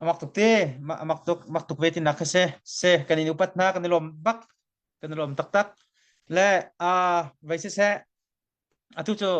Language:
Hakha Chin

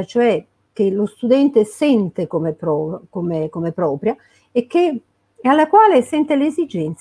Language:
Italian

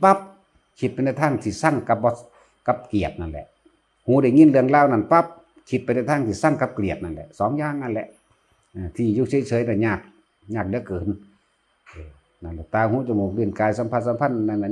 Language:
Northeastern Thai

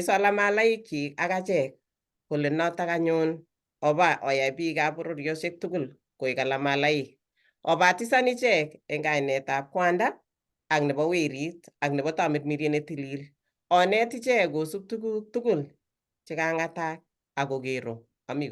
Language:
Kalenjin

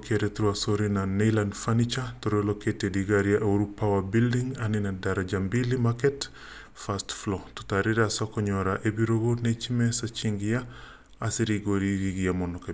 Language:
Gusii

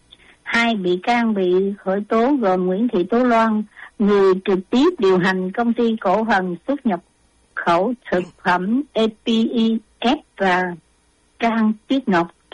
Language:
Vietnamese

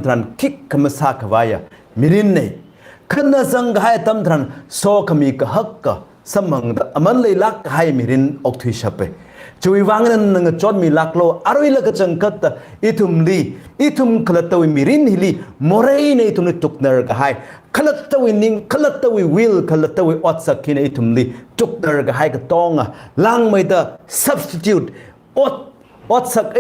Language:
Tangkhul Naga (India)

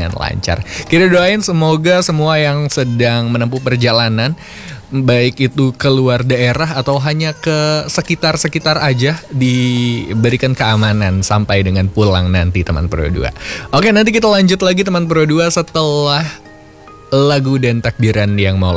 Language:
Indonesian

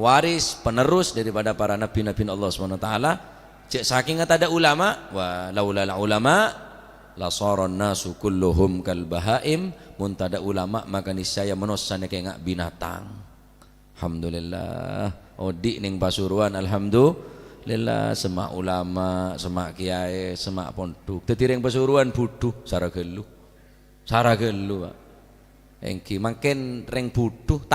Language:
Madurese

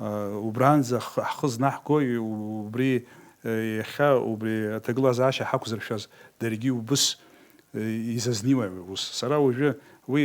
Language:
Abkhazian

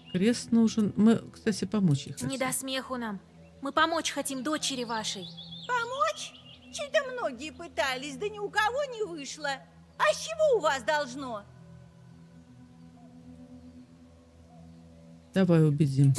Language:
Russian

